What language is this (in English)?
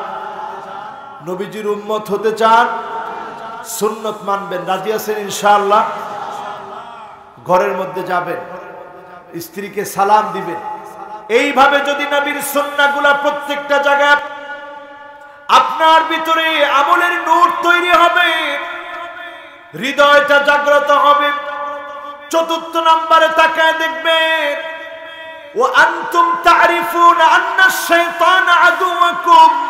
Bangla